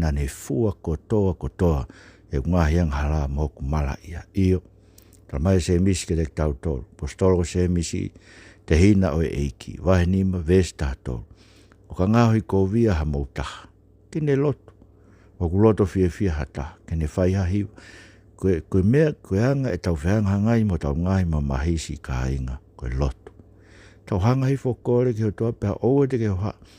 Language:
Tongan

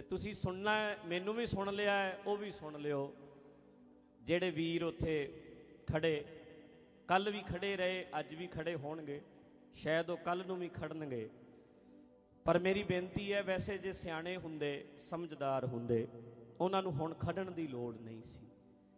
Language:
Punjabi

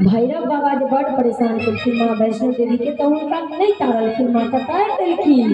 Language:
Maithili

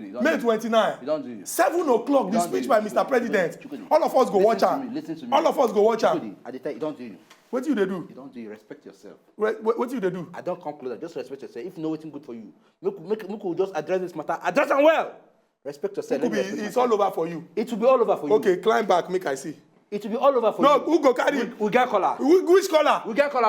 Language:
Nigerian Pidgin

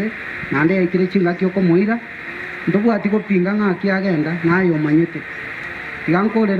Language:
Gusii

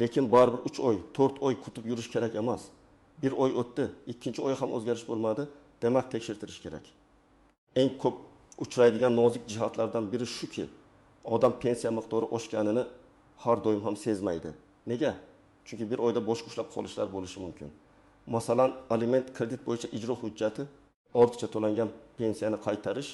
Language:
Uzbek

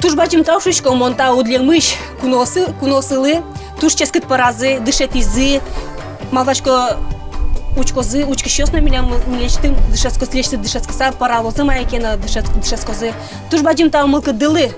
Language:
Udmurt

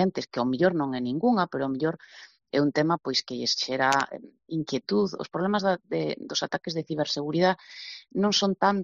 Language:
Galician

